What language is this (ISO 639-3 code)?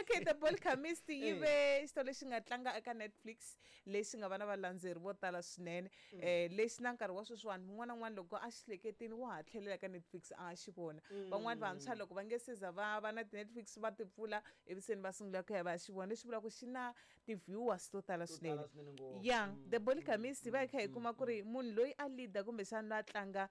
tso